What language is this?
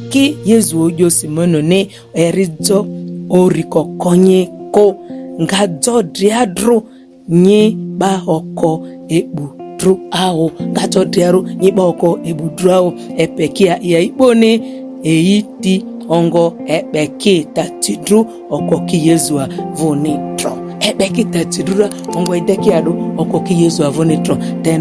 Ma'di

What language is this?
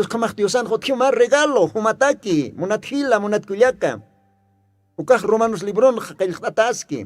Aymara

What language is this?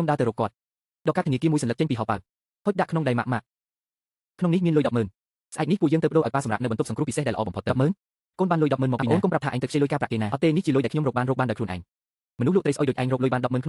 Khmer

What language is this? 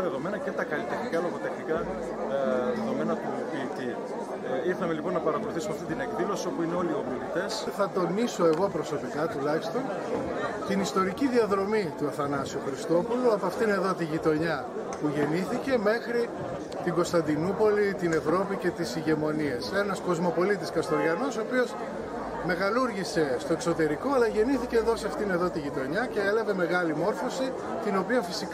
Greek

